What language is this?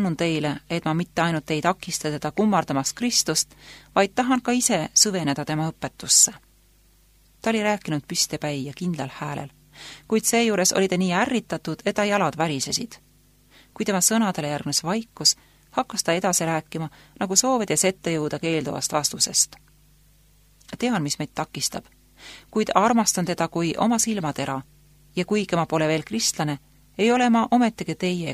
Estonian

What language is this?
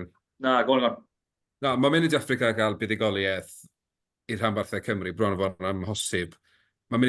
Welsh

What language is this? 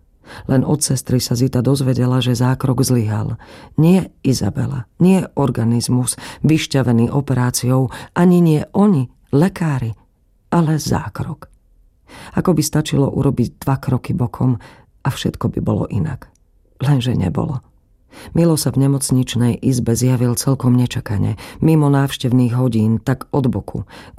Slovak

